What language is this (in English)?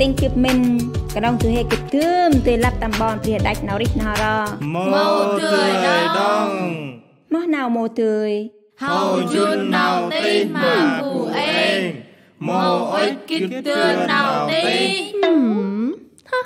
Central Mnong